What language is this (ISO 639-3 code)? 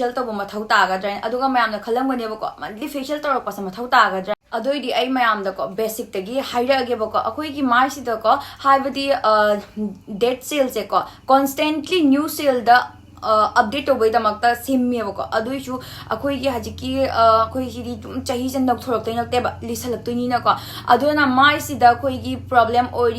mni